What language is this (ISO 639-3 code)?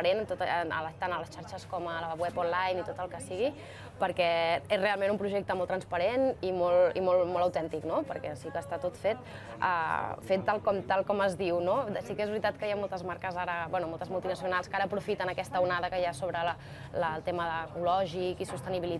cat